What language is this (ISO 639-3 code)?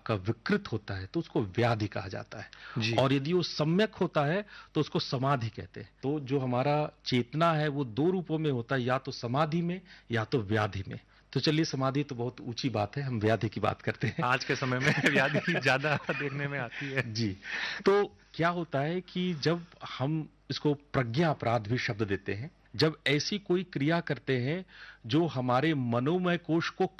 hin